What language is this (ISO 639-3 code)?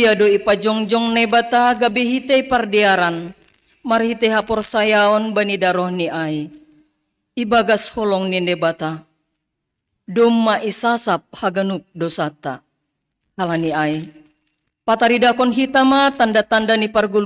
bts